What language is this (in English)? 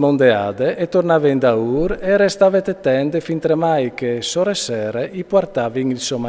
Friulian